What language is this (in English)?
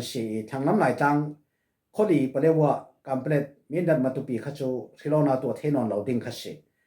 Falam Chin